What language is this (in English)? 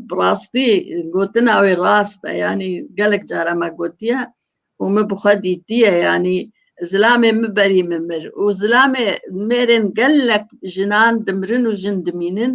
Kurdish